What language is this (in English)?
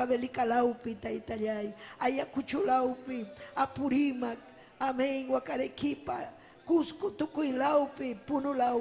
Ayacucho Quechua